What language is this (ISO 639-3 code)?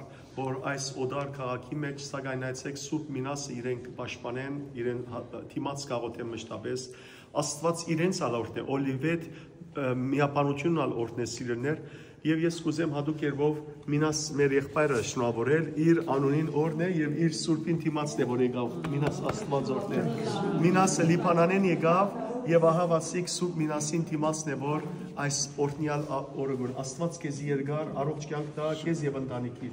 hyw